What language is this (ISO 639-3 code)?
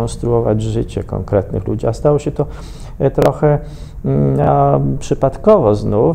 pol